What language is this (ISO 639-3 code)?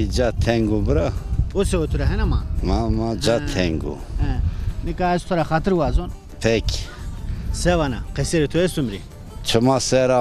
zza